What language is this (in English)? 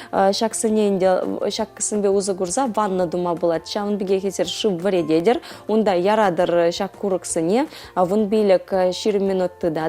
Chuvash